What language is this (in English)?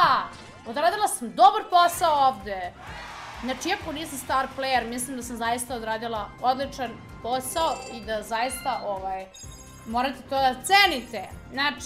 Serbian